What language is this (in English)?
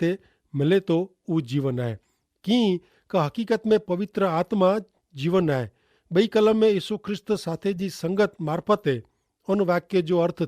Kachhi